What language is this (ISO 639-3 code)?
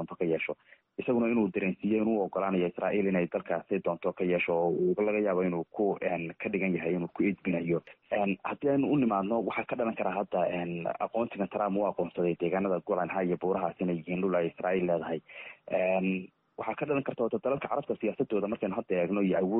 som